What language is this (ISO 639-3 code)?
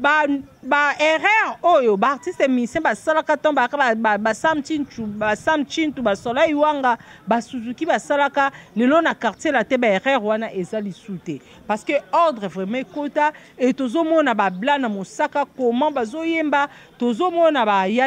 lin